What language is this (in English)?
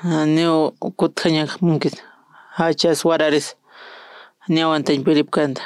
Aymara